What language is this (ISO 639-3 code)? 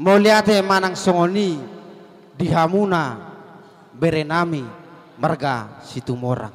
bbc